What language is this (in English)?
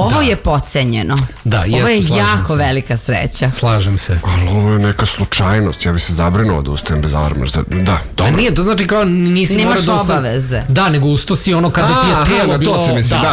Serbian